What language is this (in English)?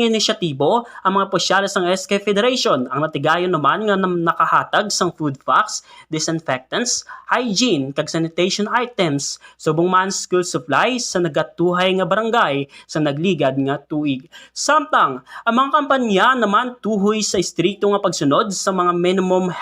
Hiligaynon